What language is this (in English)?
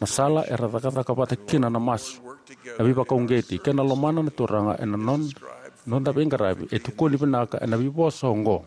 Fijian